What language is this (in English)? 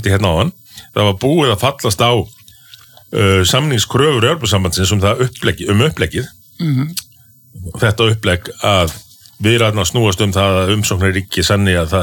Icelandic